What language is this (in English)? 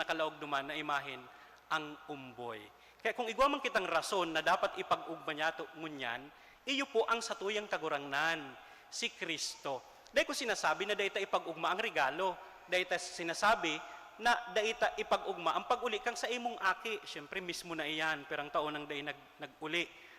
Bikol